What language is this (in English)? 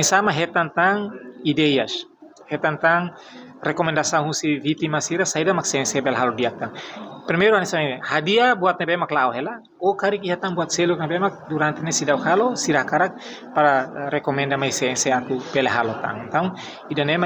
Tetum